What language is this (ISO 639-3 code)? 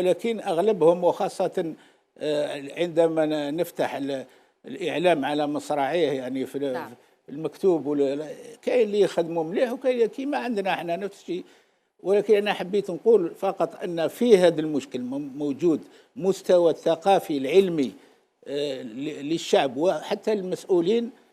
arq